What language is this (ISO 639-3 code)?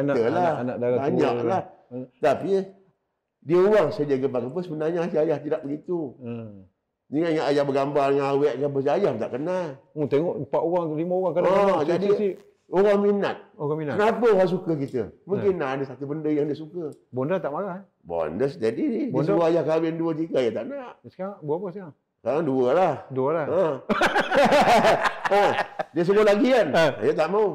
msa